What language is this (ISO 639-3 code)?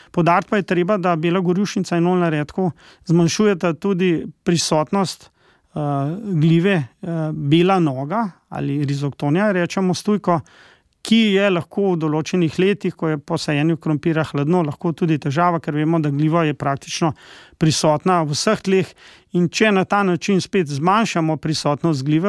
slv